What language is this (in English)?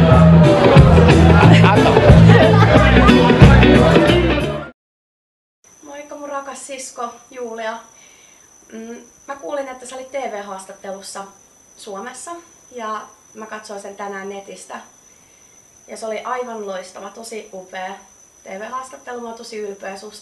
Finnish